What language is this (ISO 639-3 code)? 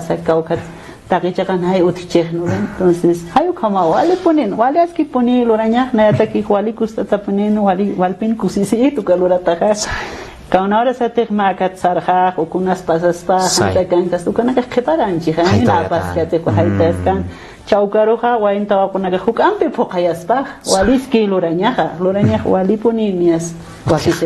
aym